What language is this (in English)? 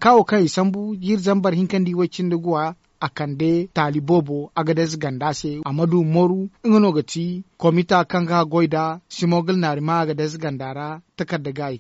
Zarma